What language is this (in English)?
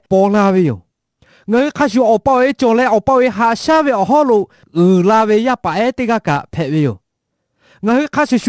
Lahu